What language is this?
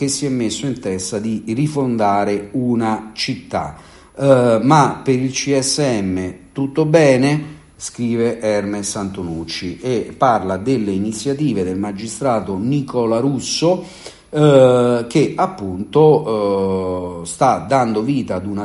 Italian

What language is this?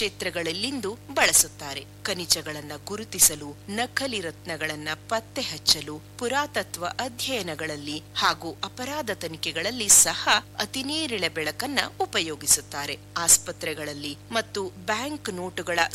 Kannada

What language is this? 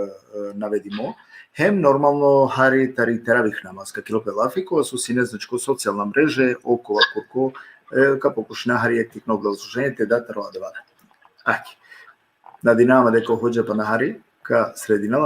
Balkan Romani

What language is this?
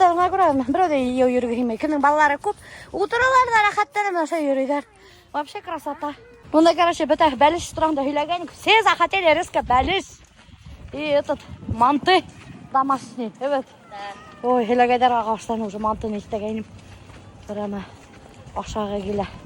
Bashkir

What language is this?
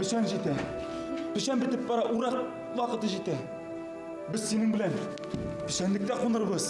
Bashkir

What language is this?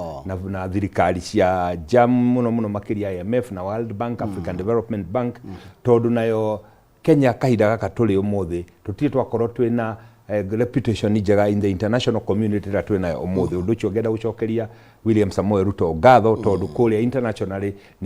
Kikuyu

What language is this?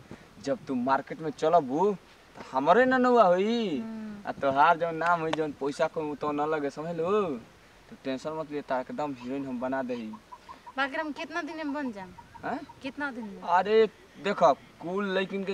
Bhojpuri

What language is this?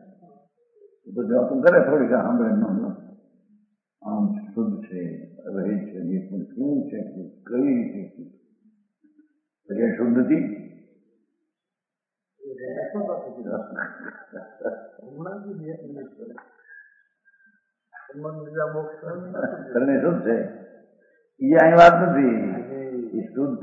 Gujarati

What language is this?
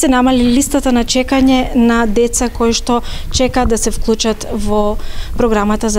Macedonian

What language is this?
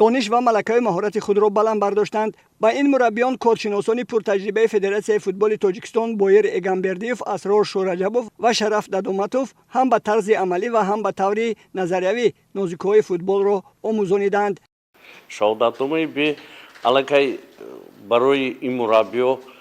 Tajik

